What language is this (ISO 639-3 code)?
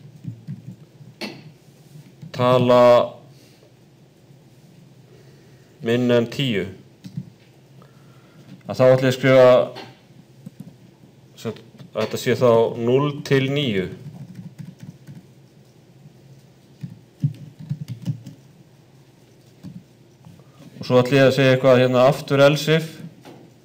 isl